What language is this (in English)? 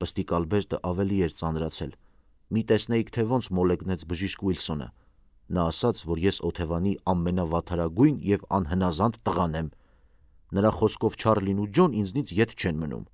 Armenian